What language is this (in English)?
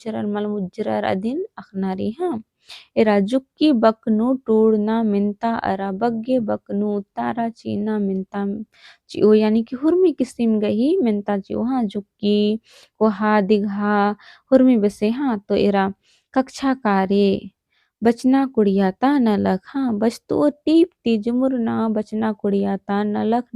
Kurukh